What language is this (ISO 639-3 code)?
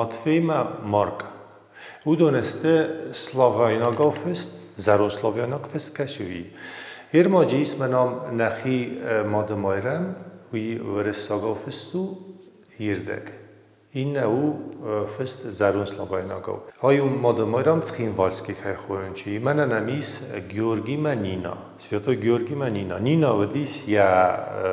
oss